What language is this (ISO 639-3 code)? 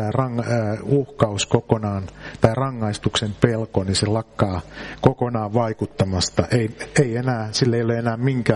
fin